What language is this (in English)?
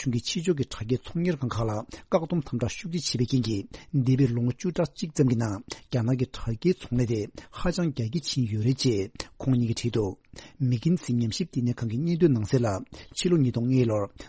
Tibetan